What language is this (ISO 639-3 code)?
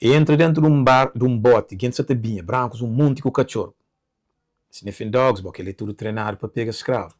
kea